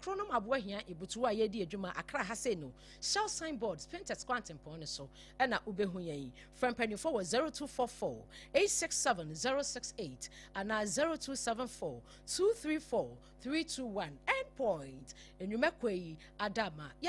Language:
Akan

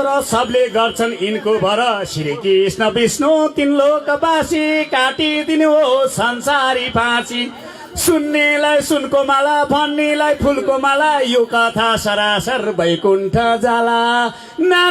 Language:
Nepali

